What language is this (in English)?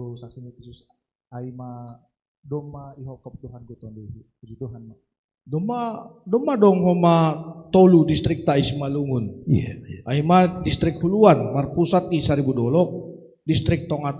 Batak Simalungun